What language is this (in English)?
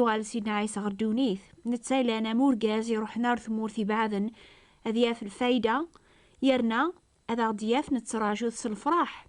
Kabyle